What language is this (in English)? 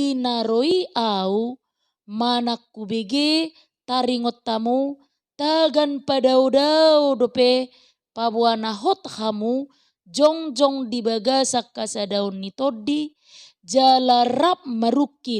Batak Toba